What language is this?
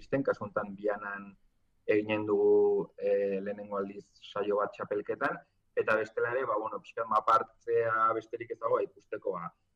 Basque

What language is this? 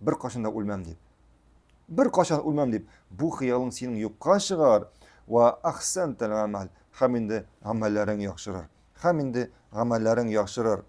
Tatar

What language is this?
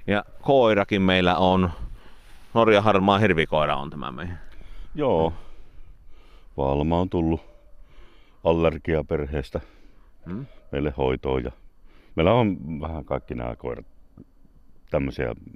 Finnish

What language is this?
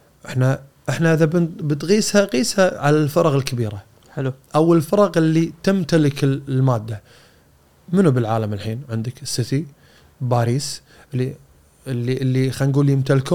Gulf Arabic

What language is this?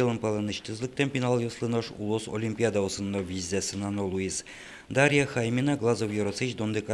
Udmurt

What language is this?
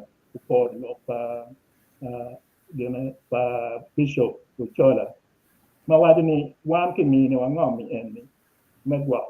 Acoli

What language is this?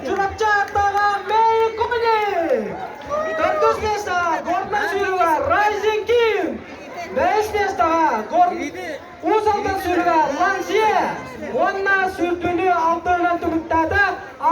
Yakut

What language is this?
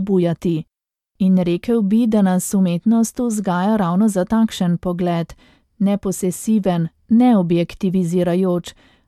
Slovenian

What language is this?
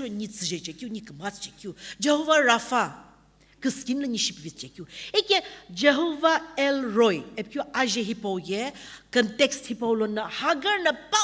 Sumi Naga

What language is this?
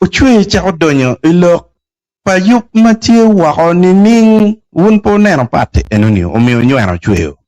Acoli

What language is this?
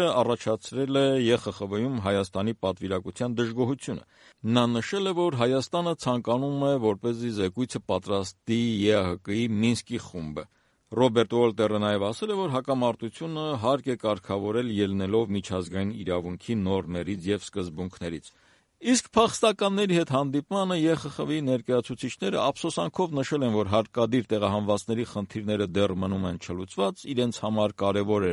Armenian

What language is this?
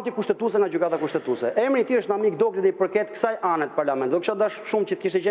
Albanian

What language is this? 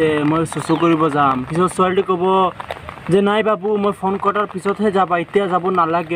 Assamese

